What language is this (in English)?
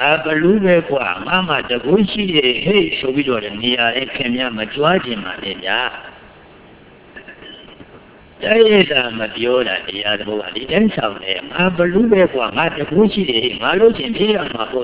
Burmese